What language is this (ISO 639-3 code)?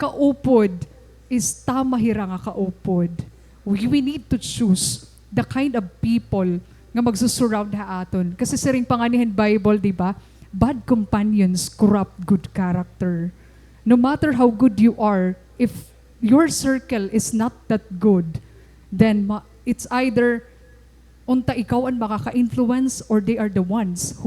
war